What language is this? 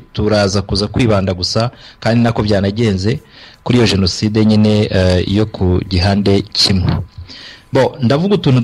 Kinyarwanda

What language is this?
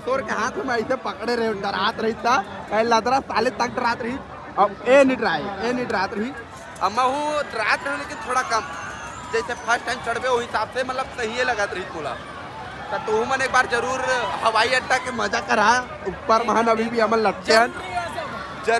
Chhattisgarhi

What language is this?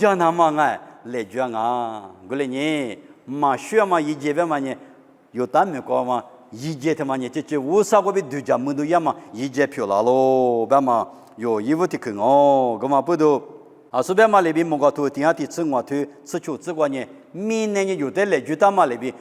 Lisu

